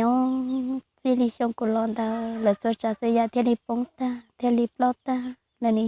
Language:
Hmong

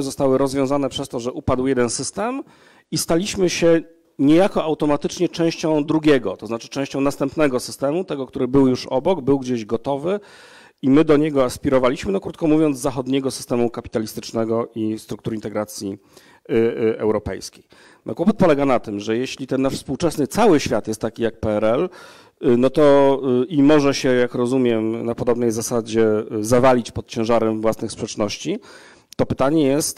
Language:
Polish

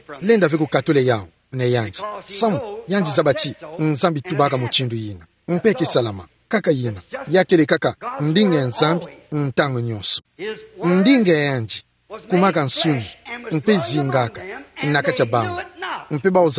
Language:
Kituba (Democratic Republic of Congo)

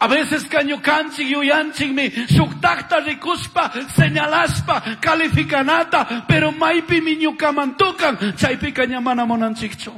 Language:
Chimborazo Highland Quichua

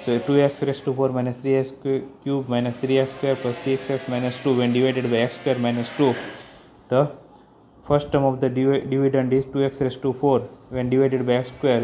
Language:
English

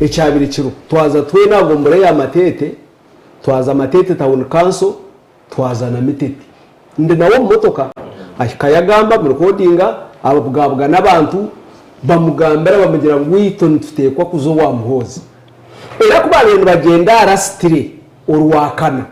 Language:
Nyankole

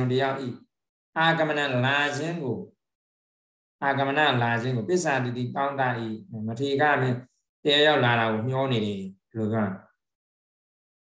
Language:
Burmese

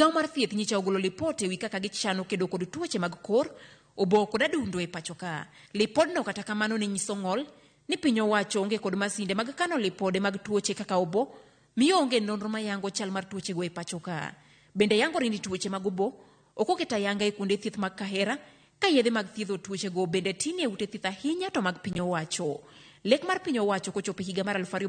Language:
Luo (Kenya and Tanzania)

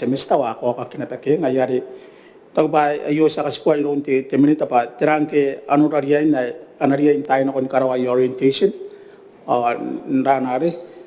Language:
Gilbertese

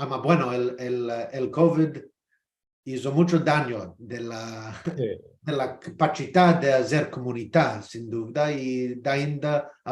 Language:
Ladino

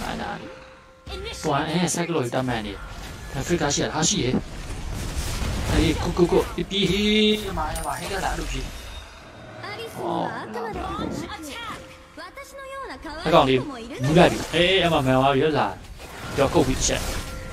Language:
Burmese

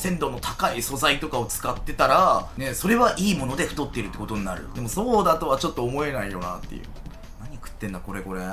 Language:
Japanese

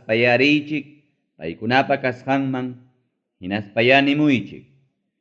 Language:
Ayacucho Quechua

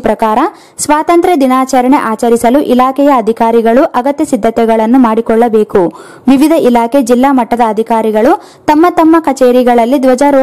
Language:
Kannada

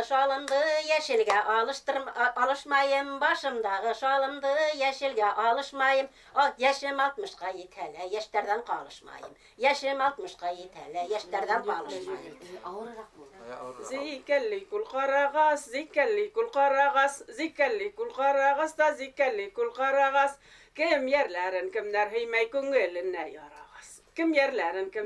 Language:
Bashkir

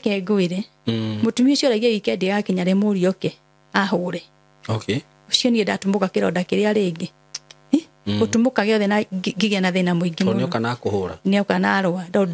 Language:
Kikuyu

